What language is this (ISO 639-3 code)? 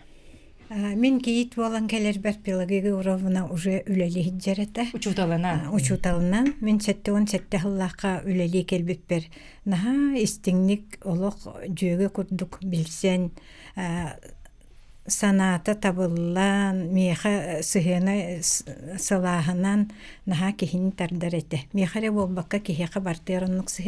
sah